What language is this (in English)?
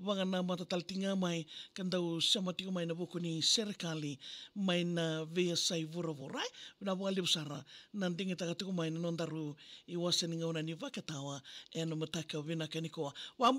Fijian